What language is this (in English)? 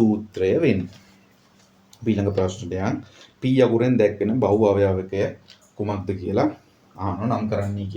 Sinhala